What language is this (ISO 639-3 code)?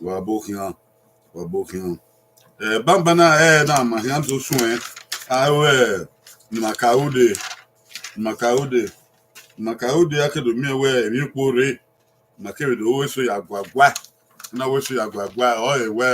bin